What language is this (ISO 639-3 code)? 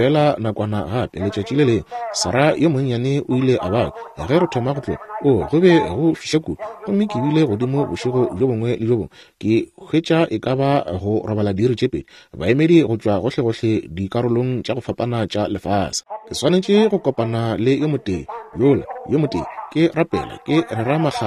nso